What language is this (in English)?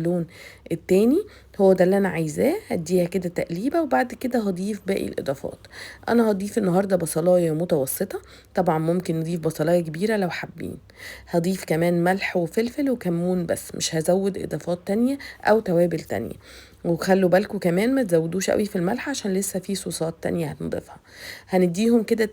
Egyptian Arabic